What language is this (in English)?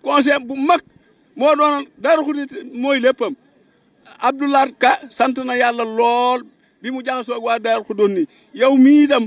Wolof